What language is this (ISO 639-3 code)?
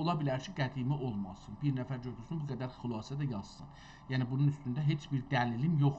azb